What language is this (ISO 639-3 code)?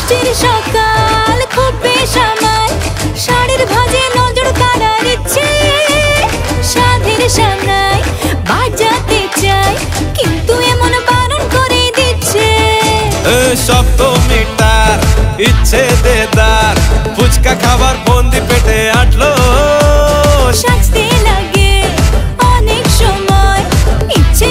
ben